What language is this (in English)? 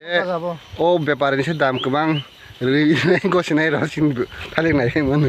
Kok Borok